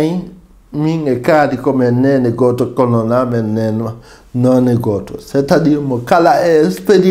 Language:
Fula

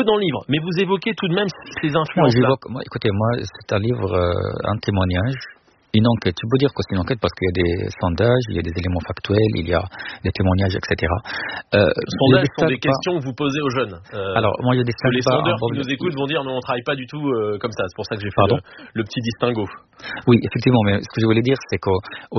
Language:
French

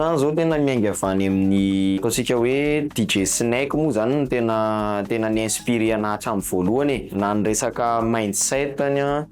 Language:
Malagasy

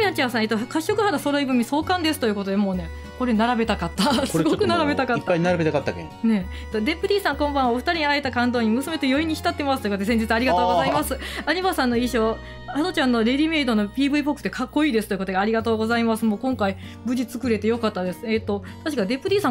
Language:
Japanese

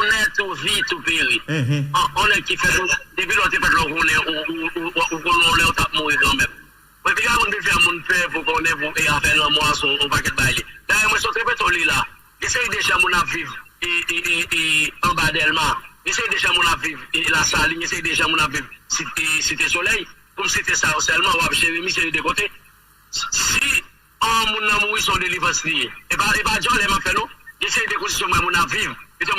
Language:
Haitian Creole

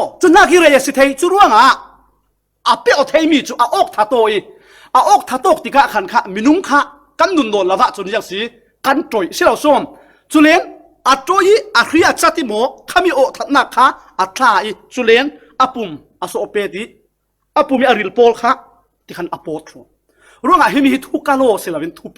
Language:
Falam Chin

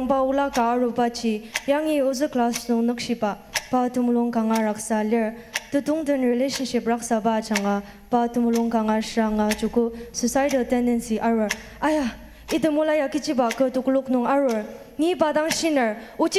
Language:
Ao Naga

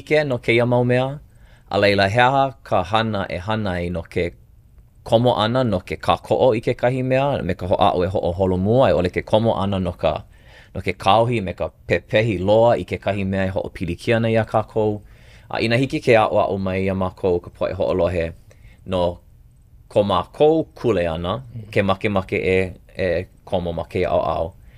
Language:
Hawaiian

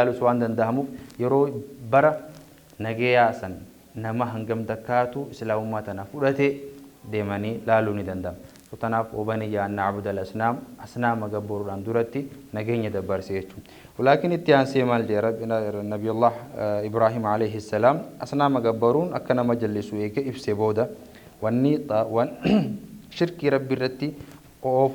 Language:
Oromo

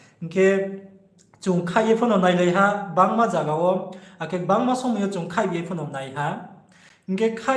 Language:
Riang (India)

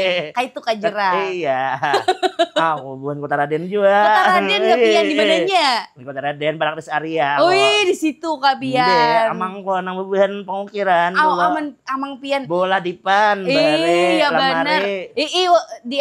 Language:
Banjar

